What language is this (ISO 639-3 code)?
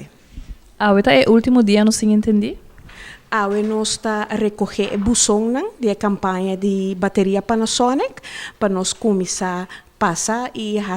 pap